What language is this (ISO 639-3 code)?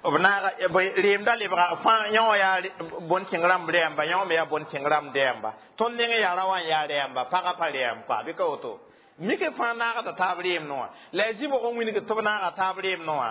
mos